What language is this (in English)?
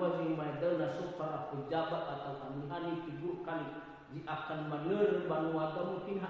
Nias